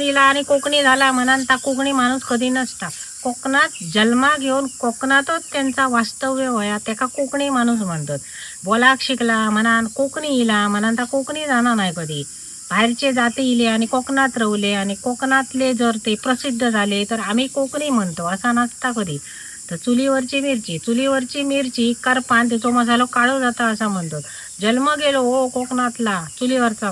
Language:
Konkani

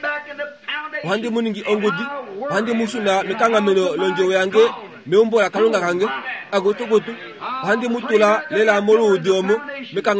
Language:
Kuanyama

